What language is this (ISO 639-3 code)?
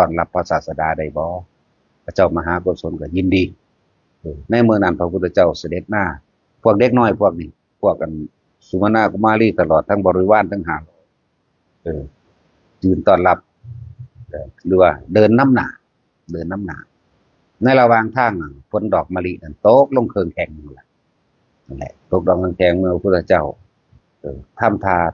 tts